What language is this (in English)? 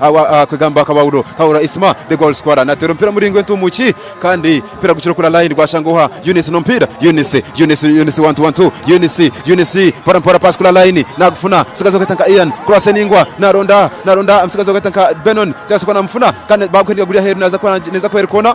Nyankole